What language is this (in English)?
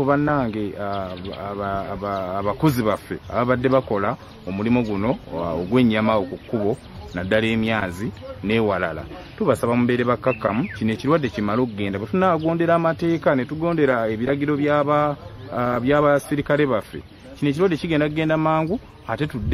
Ganda